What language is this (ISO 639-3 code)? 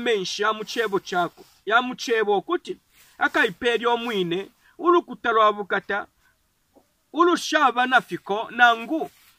bem